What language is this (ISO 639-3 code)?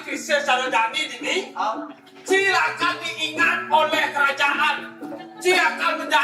ban